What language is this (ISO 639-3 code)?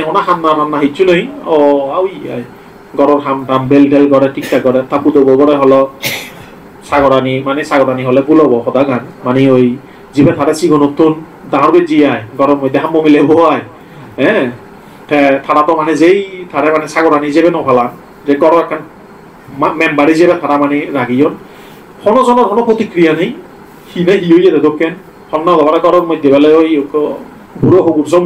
ccp